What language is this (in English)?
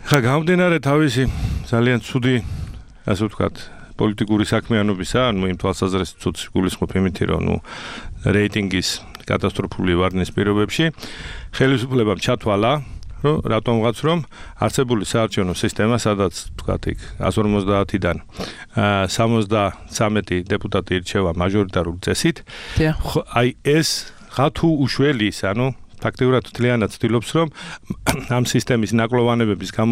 Georgian